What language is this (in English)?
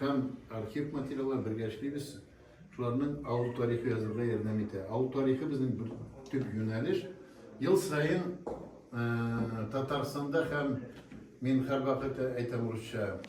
Tatar